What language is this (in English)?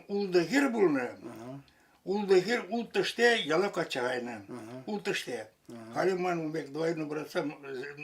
Chuvash